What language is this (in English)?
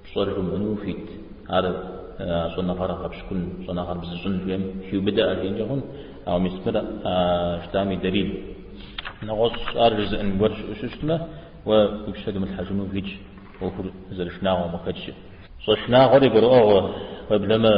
Kabardian